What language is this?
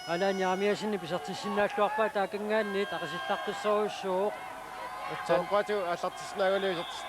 Kalaallisut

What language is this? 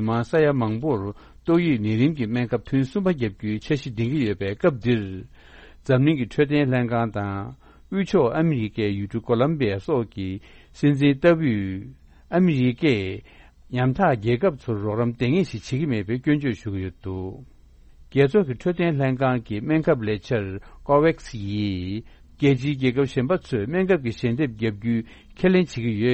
Tibetan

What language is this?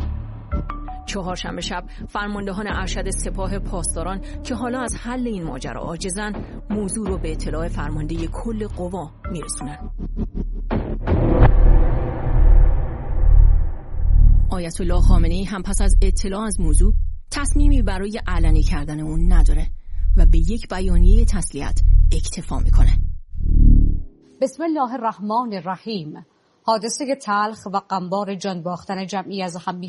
Persian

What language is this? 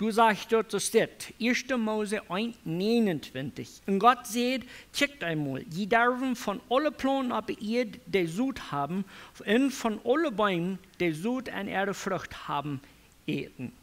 Plautdietsch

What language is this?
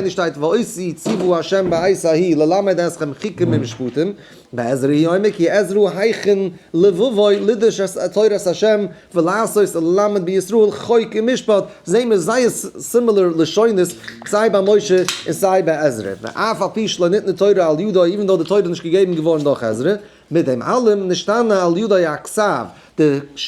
Yiddish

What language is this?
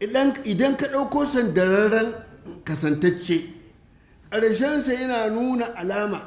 Hausa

